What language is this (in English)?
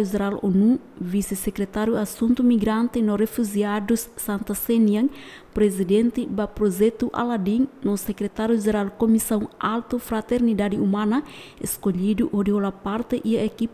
Tetum